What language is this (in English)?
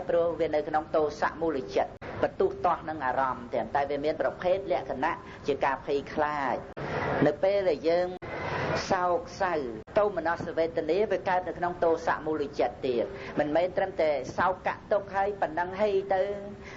Khmer